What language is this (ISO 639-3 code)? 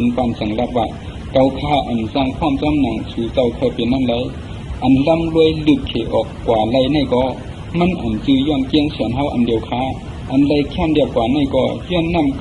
shn